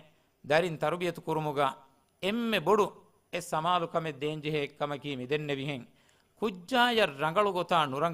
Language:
Divehi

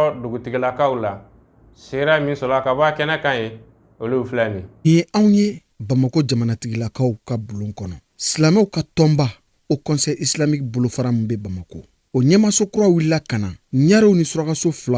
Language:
Bambara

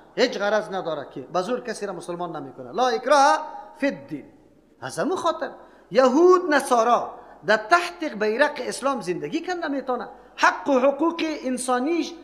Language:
Persian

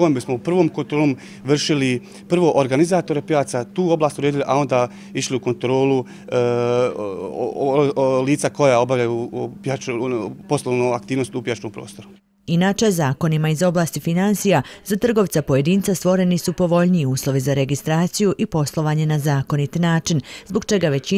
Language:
Bosnian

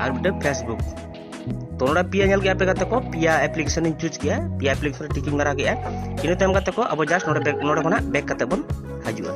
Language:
Santali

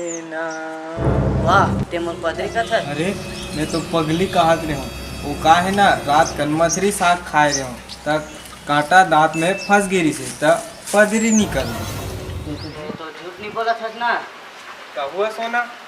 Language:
Chhattisgarhi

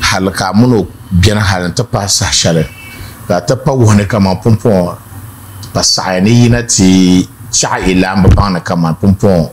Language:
Dagbani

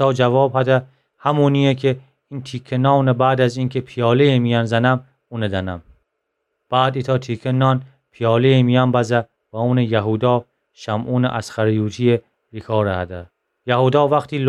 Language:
Gilaki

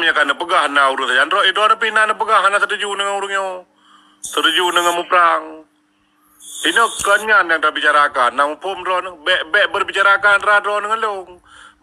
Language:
Achinese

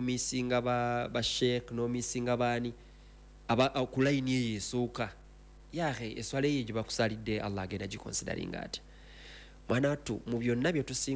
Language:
Ganda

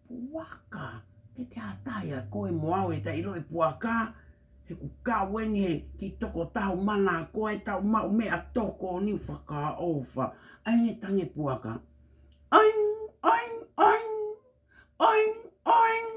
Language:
Tongan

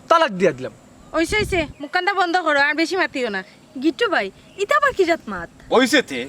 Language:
Sylheti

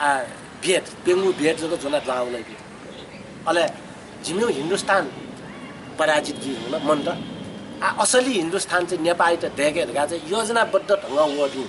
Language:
Newari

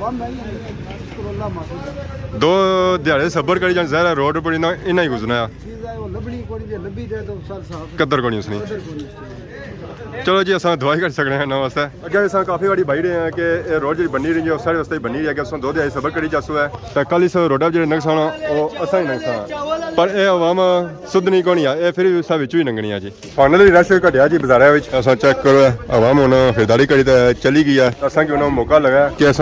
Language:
Pahari-Potwari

